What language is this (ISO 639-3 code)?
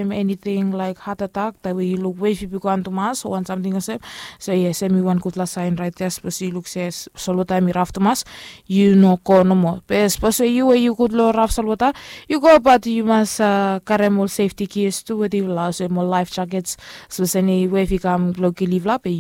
bis